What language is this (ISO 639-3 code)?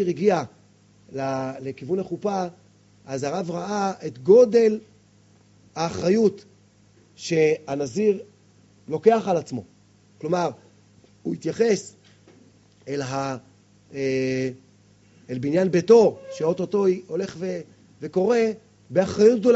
heb